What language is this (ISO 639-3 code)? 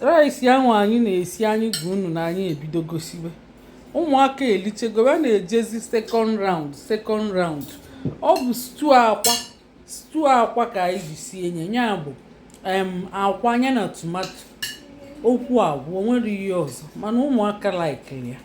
ibo